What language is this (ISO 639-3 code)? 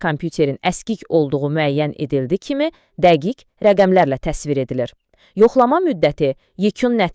aze